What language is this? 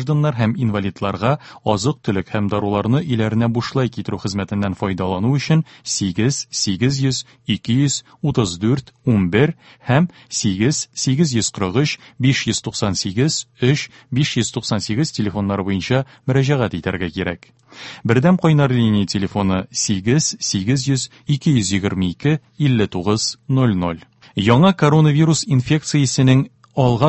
Tatar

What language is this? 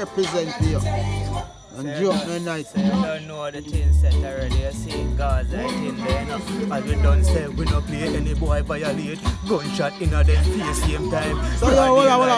Jamaican Creole English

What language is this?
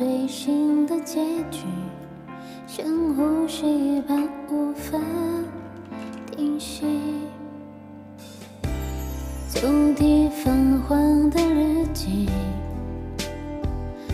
Chinese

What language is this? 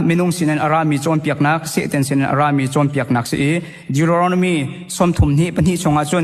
Hakha Chin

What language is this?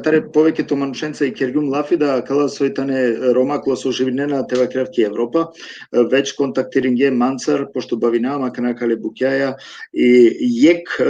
Balkan Romani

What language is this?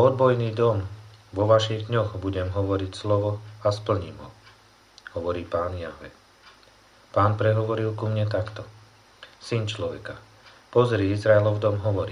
Slovak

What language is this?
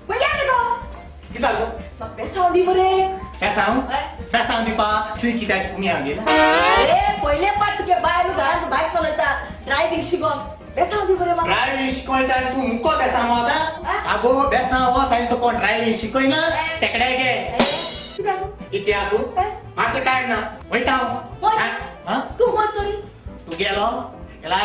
Konkani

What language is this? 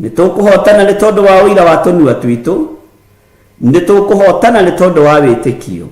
Kikuyu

